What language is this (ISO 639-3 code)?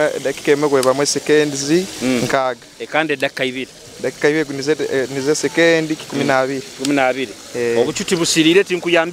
nyo